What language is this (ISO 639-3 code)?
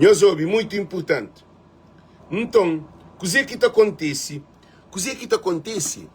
kea